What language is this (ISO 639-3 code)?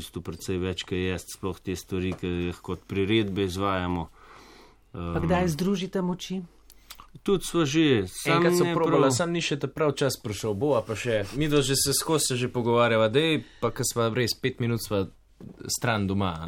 slv